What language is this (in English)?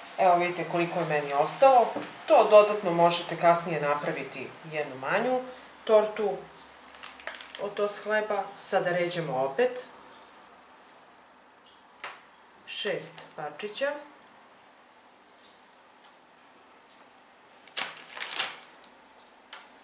Serbian